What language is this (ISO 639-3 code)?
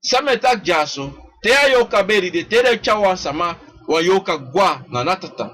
srn